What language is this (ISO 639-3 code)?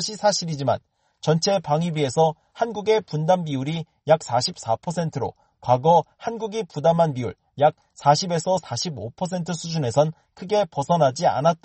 kor